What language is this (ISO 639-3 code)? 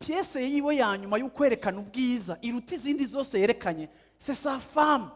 run